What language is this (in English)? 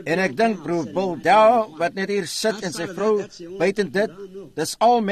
Afrikaans